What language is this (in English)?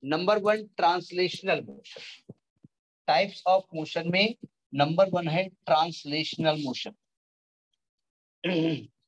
Hindi